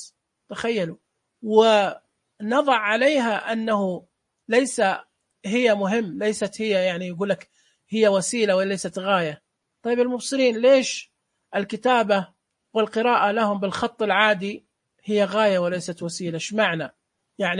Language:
Najdi Arabic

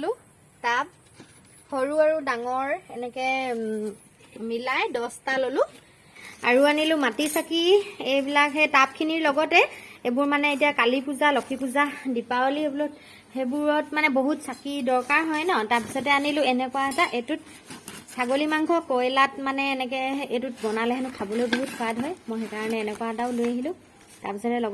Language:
Assamese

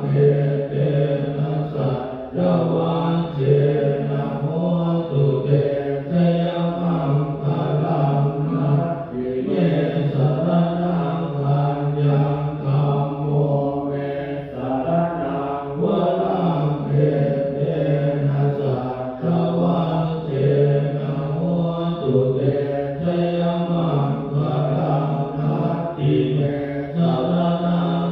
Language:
Pali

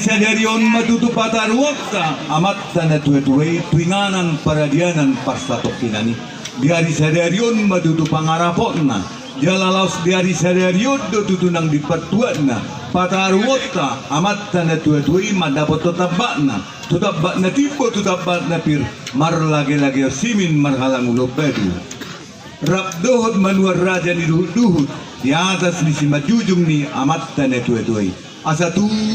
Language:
Batak Toba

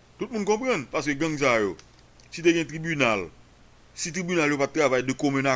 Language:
Haitian Creole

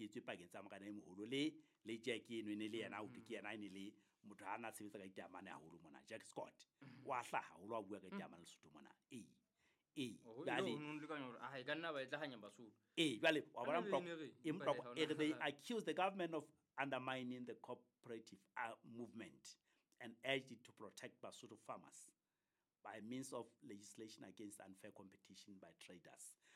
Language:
Southern Sotho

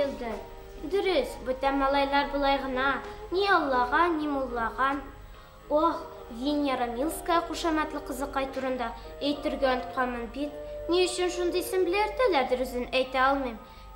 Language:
Bashkir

